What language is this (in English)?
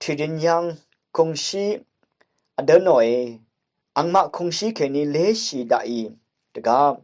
Rawang